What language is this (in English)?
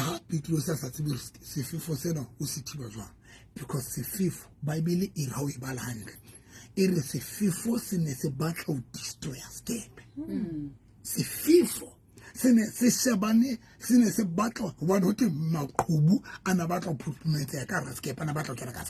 Southern Sotho